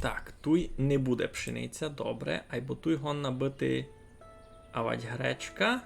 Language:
Rusyn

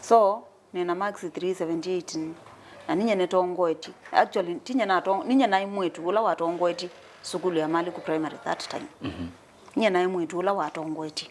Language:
Kamba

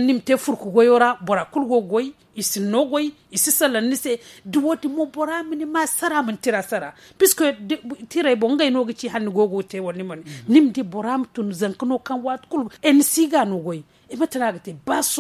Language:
Zarma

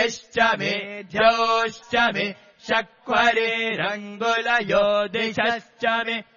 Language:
Sanskrit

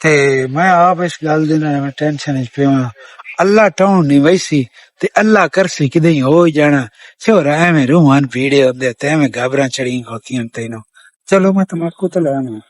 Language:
Western Panjabi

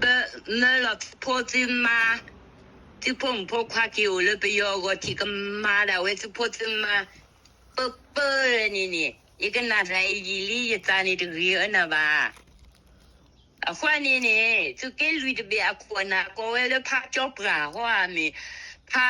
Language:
S'gaw Karen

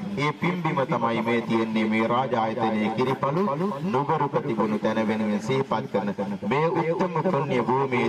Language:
Sinhala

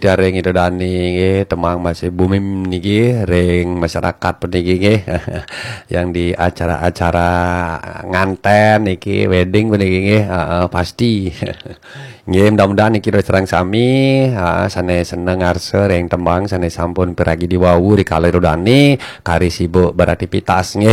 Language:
Balinese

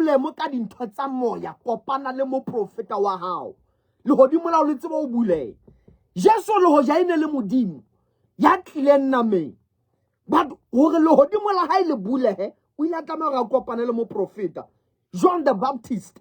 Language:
Southern Sotho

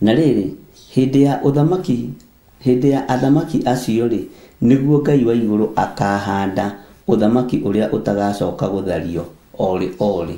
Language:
Kikuyu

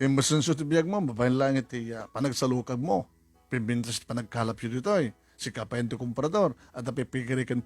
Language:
Iloko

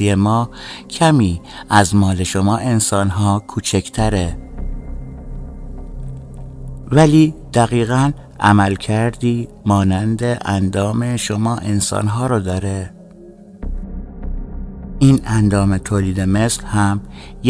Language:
Persian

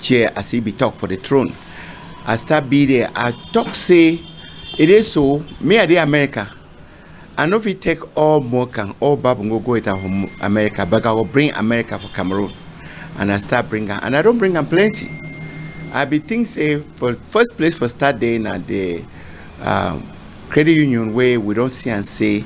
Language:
Cameroon Pidgin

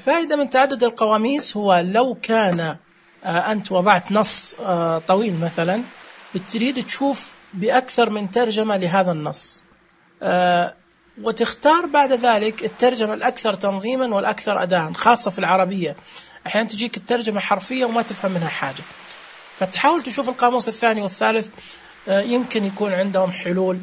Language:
Najdi Arabic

